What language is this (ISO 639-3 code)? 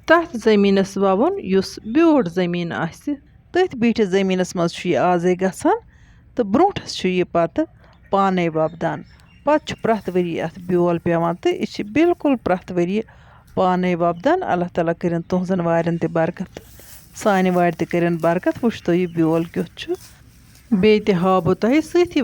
kas